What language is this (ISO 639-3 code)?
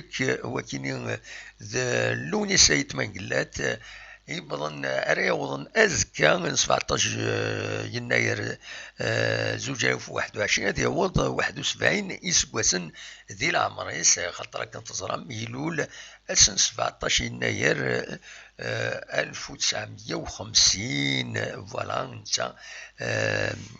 kab